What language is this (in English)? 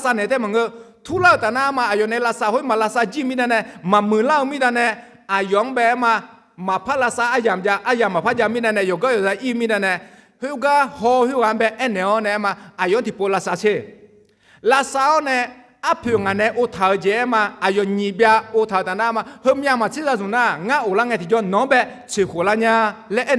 Akha